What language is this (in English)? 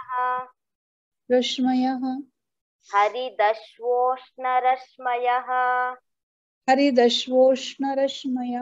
Sanskrit